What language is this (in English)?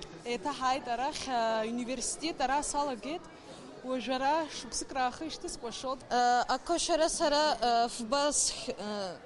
Abkhazian